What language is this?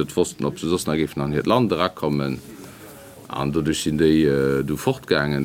Luxembourgish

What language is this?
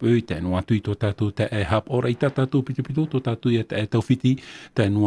Tahitian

